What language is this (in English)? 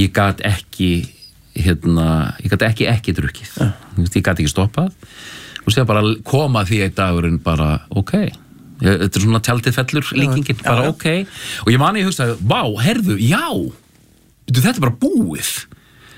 Icelandic